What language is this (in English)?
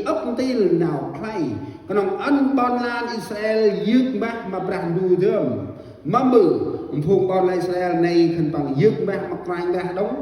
Central Mnong